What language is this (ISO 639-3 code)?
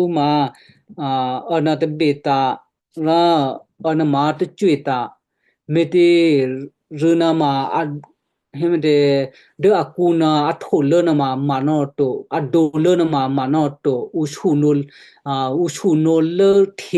kyu